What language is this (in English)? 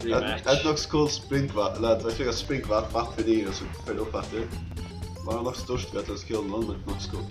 Faroese